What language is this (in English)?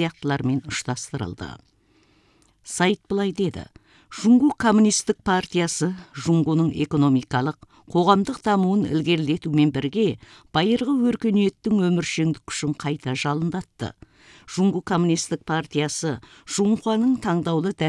Kazakh